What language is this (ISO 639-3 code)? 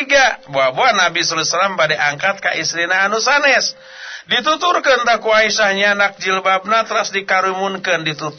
sun